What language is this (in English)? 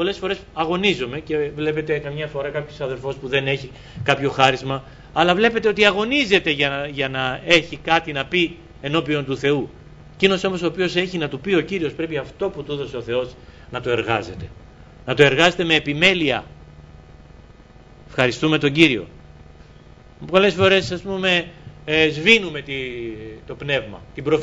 Greek